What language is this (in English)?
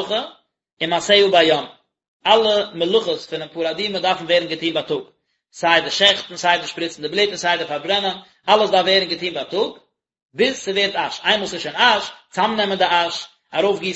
Yiddish